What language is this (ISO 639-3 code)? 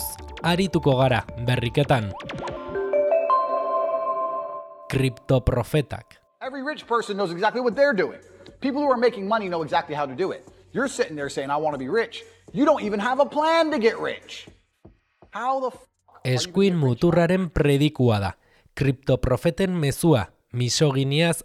eus